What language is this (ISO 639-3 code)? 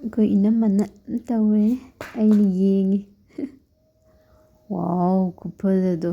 mni